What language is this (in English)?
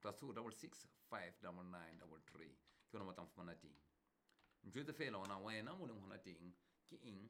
Southern Sotho